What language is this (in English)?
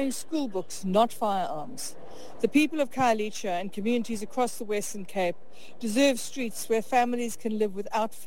Xhosa